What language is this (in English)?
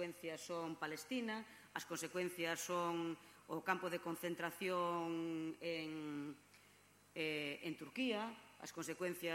Galician